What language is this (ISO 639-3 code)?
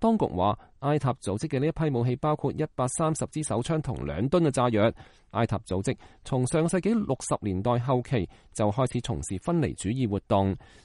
yue